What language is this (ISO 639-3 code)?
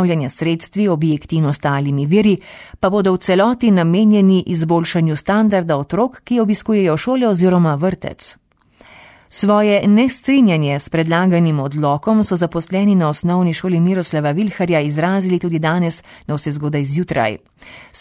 slv